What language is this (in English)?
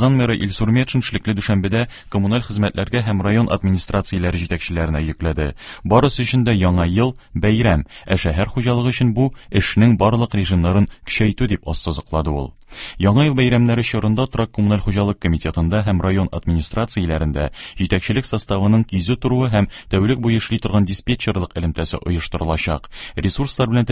Tatar